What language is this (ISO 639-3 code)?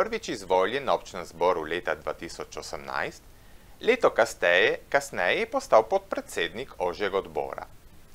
slv